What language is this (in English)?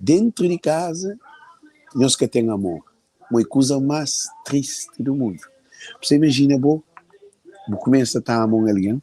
Kabuverdianu